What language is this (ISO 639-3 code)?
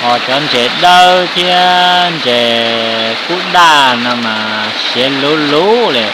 hmn